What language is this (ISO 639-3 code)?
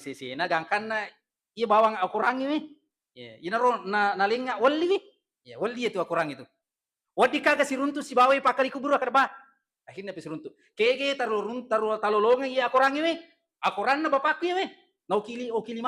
bug